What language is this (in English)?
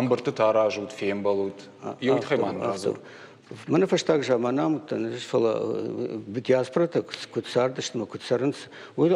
Ossetic